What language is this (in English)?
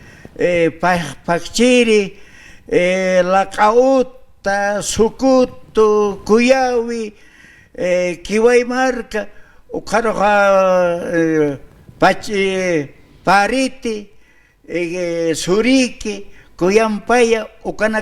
Aymara